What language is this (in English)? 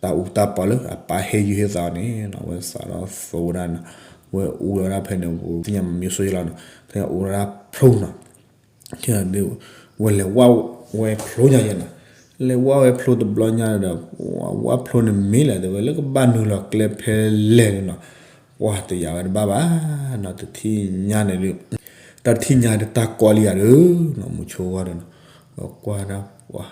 S'gaw Karen